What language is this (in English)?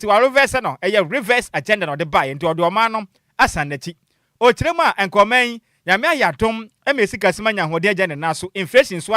Akan